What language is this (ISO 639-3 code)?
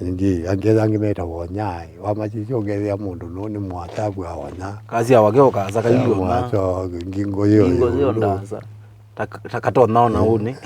kam